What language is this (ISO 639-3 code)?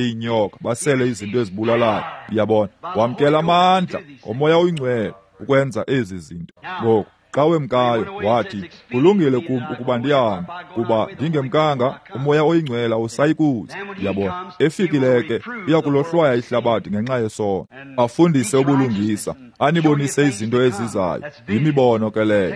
xho